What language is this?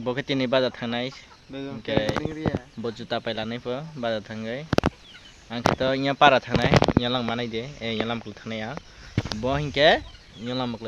Kok Borok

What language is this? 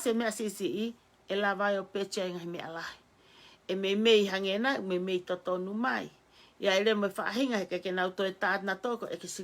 Tongan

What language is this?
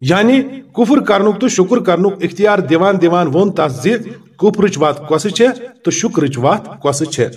Kashmiri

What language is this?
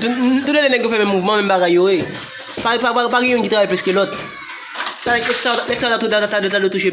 Haitian Creole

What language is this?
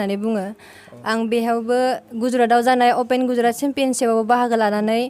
Bodo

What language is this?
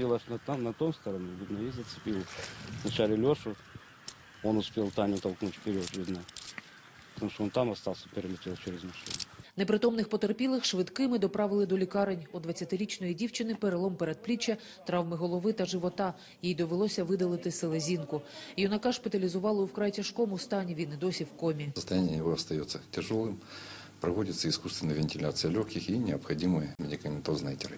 Ukrainian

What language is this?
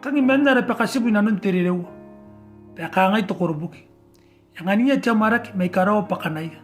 Gilbertese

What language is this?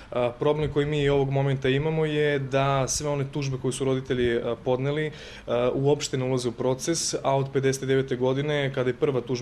Serbian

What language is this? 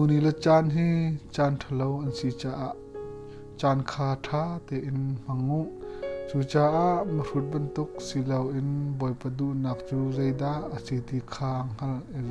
Hakha Chin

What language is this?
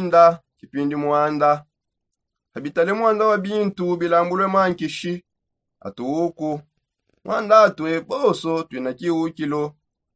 Songe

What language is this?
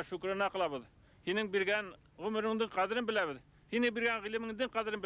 Bashkir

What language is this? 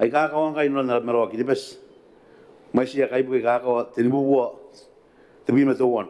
Gilbertese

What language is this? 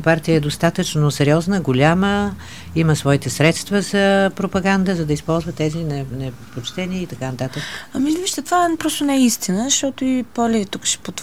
Bulgarian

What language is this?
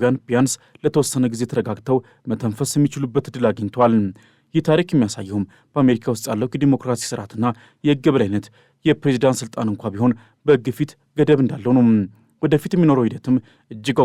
Amharic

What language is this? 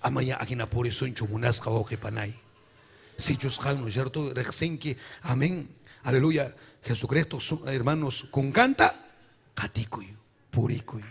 Ayacucho Quechua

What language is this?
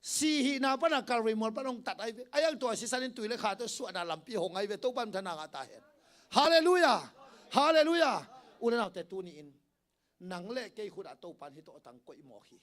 Tedim Chin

